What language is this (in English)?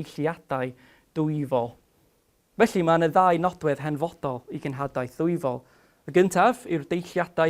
Welsh